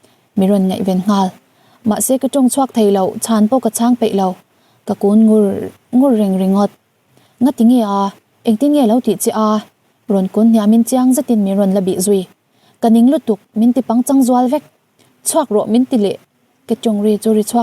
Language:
Mizo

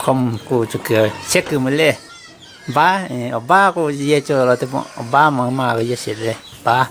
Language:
Lahu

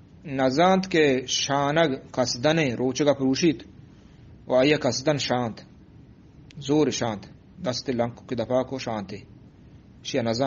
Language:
Eastern Balochi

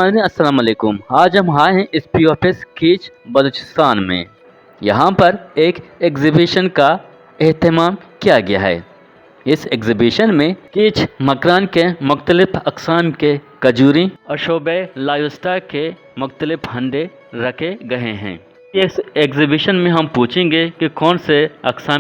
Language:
Eastern Balochi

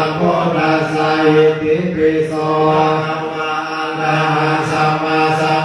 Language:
Pali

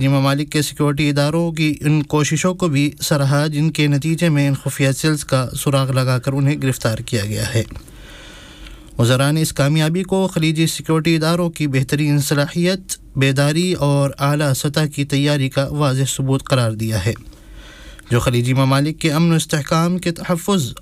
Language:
Urdu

